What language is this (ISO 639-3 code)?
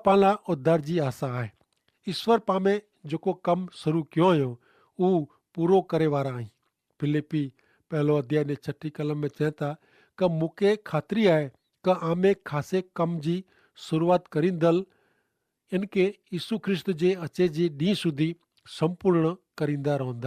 kfr